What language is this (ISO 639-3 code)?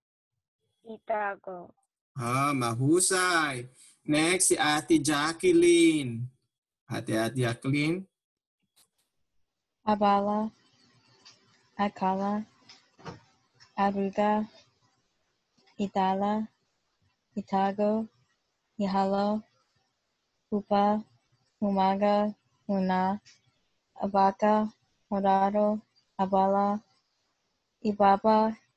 fil